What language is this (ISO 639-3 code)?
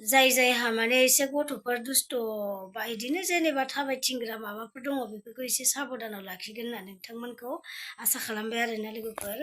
brx